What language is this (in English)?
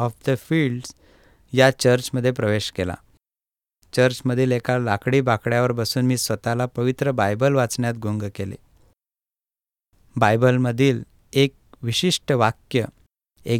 Marathi